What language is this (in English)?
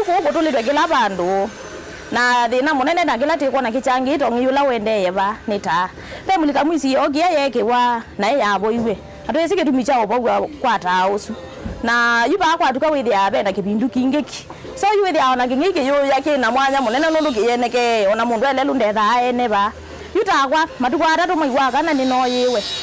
Kamba